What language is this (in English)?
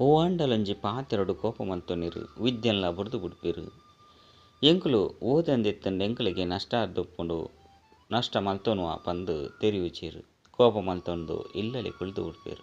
Tulu